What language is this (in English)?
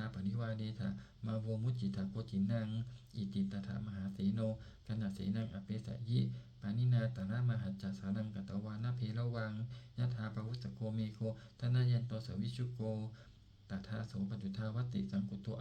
Pali